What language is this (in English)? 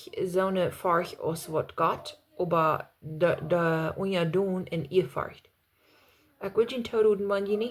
Plautdietsch